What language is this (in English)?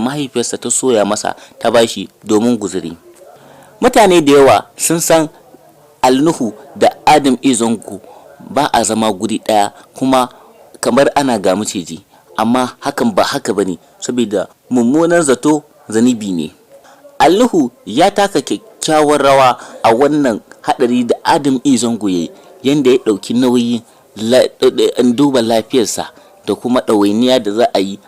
Hausa